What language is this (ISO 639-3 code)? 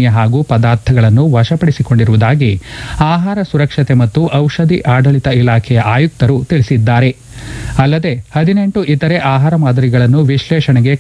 kan